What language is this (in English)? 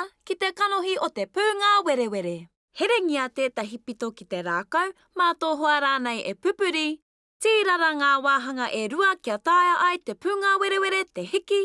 Māori